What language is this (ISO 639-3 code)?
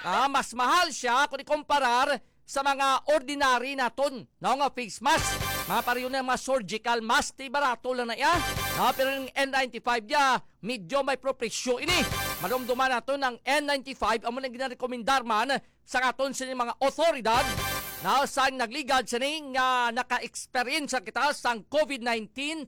hil